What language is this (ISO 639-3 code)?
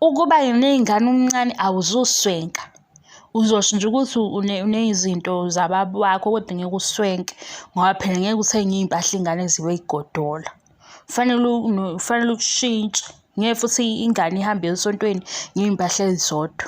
zul